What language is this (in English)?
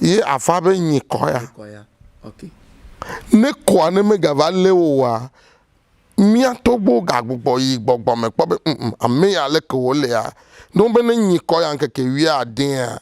Ewe